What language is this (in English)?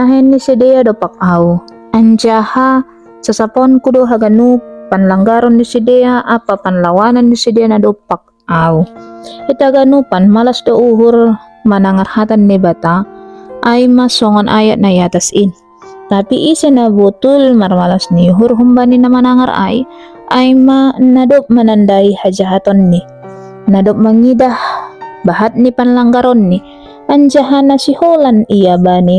Batak Simalungun